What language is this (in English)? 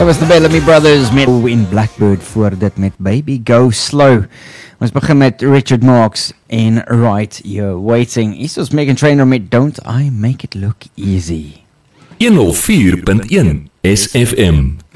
Afrikaans